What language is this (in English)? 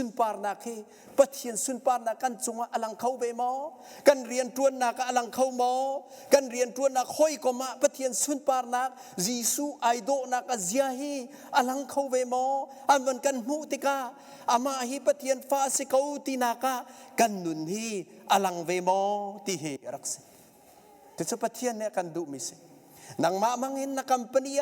Hakha Chin